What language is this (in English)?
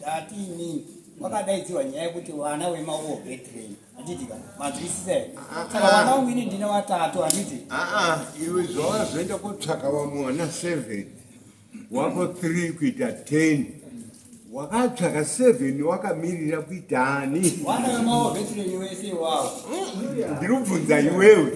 Shona